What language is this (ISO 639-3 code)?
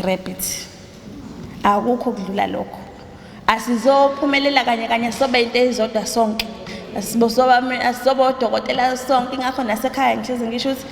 zul